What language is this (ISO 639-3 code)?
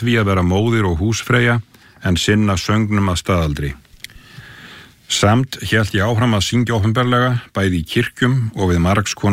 isl